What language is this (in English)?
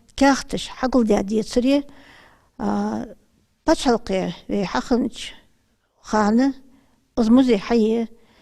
Ingush